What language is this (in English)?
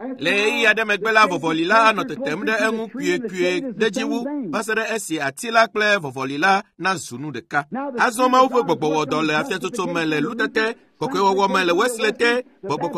Ewe